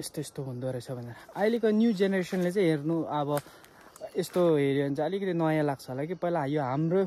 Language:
Nepali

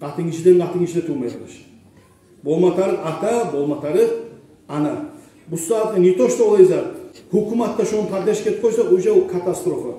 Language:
Kumyk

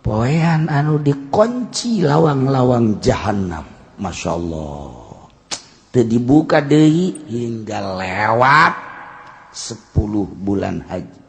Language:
Sundanese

